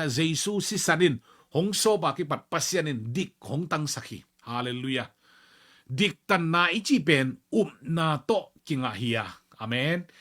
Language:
Tedim Chin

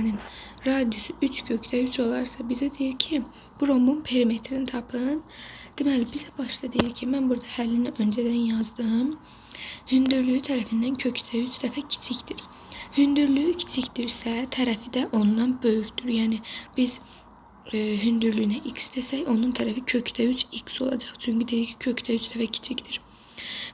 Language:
Azerbaijani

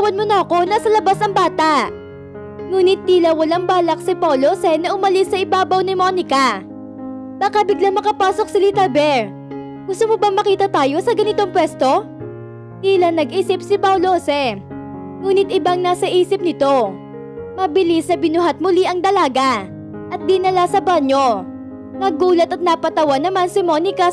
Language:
Filipino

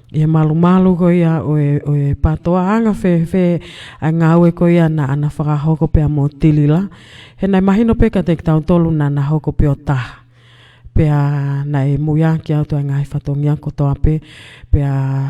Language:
Tongan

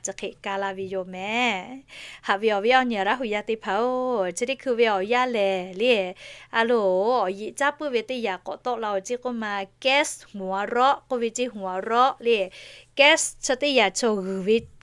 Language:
Lahu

